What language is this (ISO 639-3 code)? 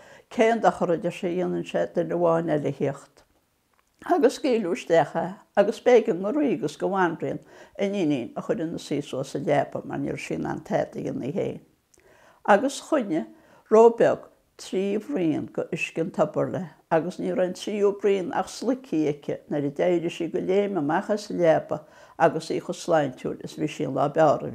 gle